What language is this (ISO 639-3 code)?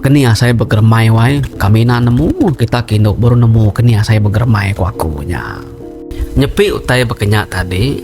iba